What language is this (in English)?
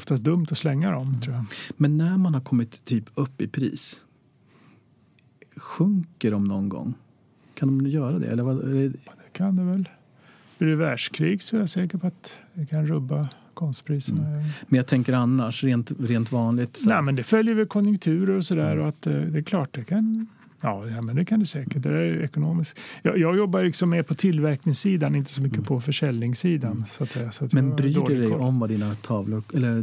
Swedish